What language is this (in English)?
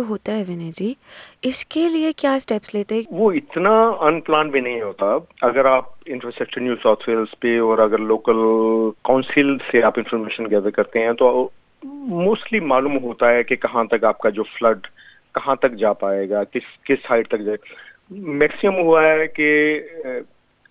Hindi